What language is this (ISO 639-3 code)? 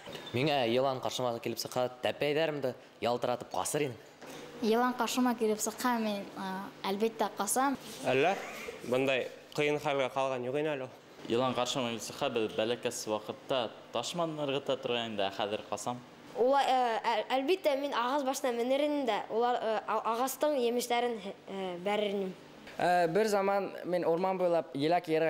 bak